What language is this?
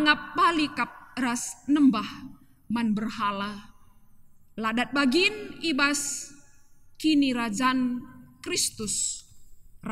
Batak Karo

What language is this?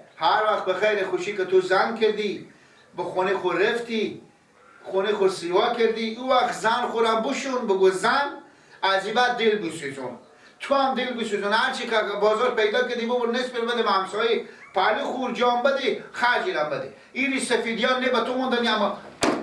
Persian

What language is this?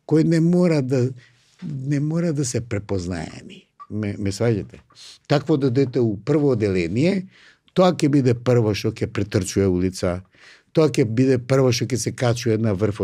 Macedonian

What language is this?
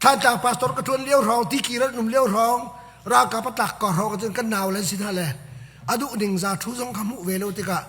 Hakha Chin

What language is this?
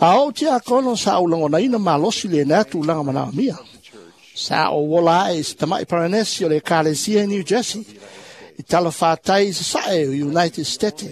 Samoan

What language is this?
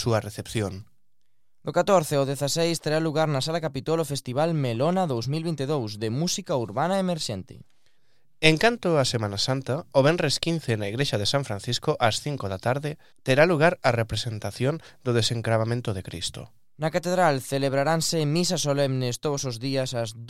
Galician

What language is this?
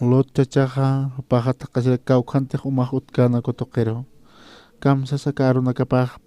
Aymara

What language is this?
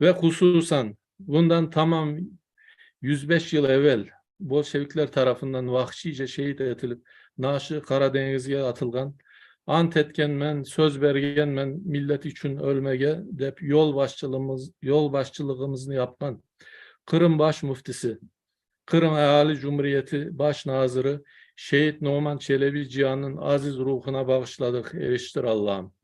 Crimean Tatar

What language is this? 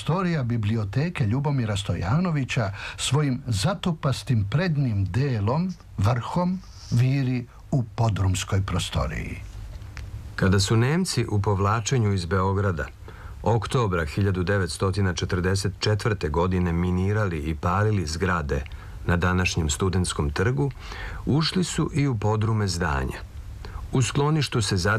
Serbian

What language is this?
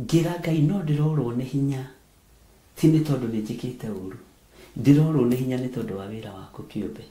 Kikuyu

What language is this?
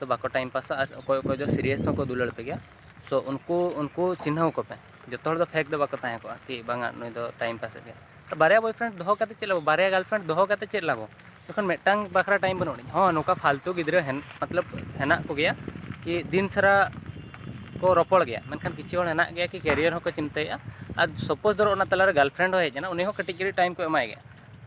Santali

